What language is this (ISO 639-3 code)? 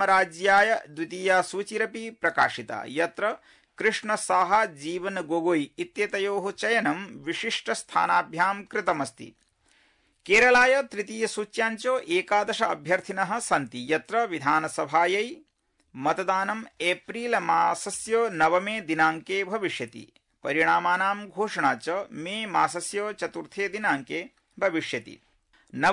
san